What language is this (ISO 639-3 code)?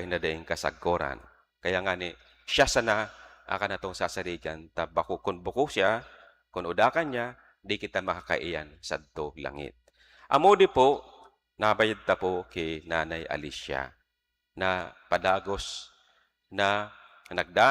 bik